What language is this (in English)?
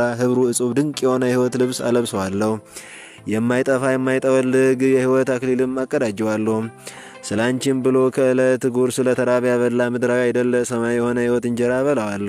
Amharic